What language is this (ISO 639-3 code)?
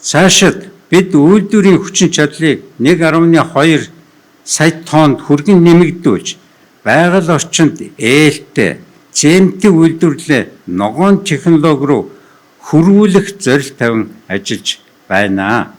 mon